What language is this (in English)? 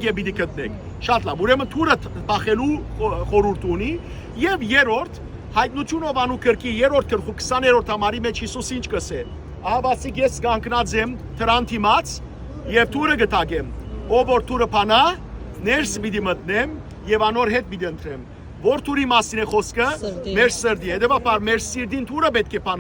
Western Armenian